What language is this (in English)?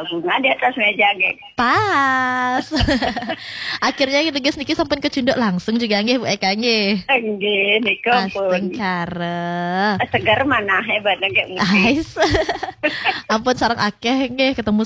Balinese